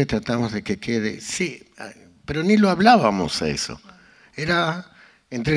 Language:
Spanish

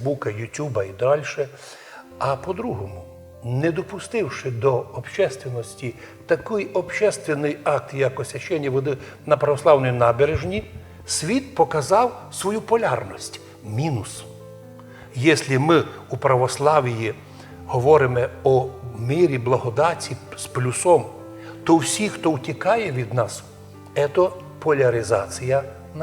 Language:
Rusyn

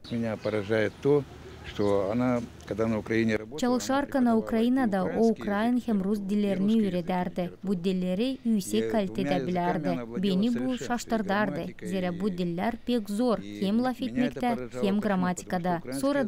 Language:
Gagauz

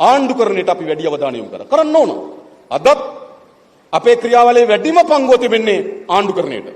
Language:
Sinhala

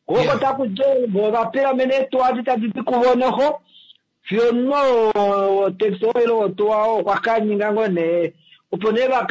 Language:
Kuanyama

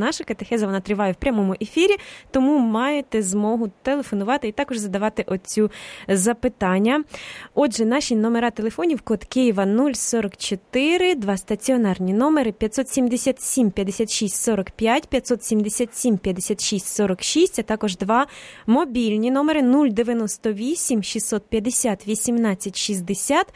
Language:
Ukrainian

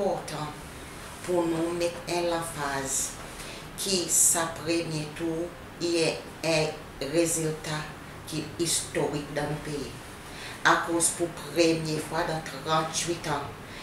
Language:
Seselwa Creole French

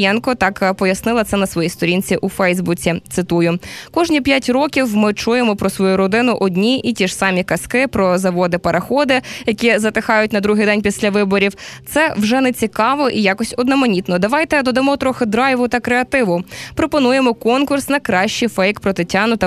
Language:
Ukrainian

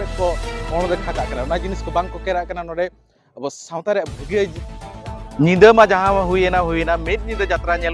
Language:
Santali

